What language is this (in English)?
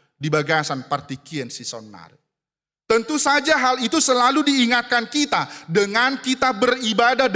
Batak Toba